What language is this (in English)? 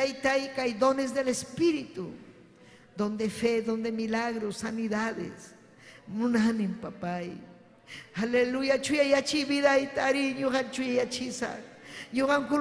Ayacucho Quechua